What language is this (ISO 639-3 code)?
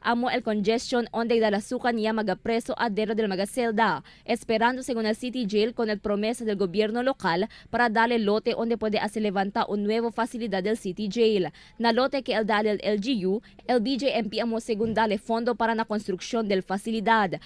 cbk